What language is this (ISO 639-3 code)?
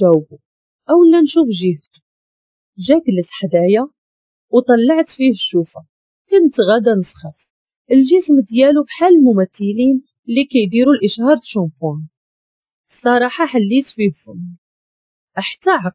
ary